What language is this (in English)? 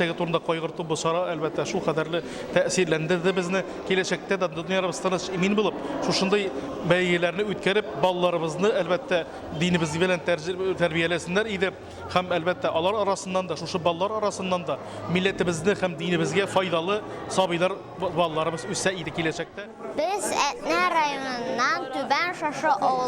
Tatar